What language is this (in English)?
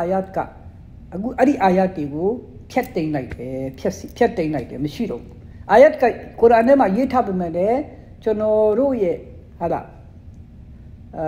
Burmese